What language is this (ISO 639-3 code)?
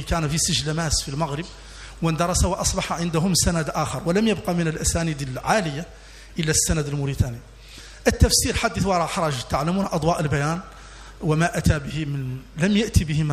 ara